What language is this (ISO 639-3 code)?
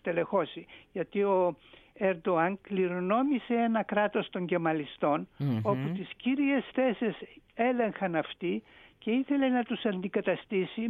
ell